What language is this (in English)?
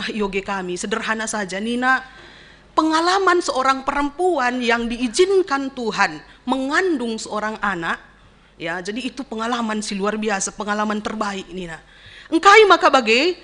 Batak Karo